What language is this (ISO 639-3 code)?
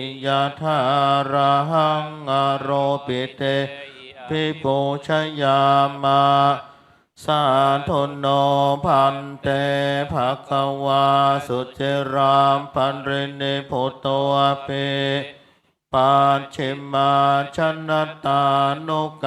pli